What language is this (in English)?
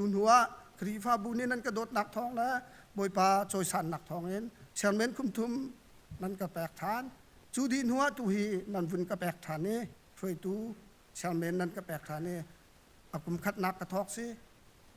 Hakha Chin